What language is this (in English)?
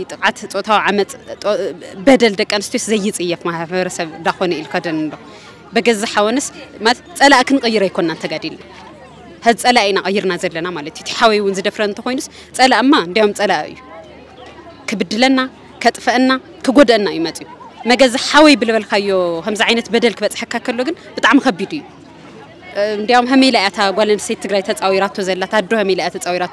Tigrinya